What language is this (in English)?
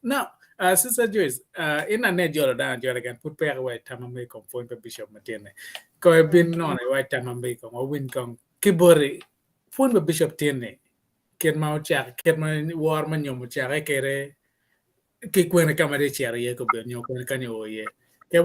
Acoli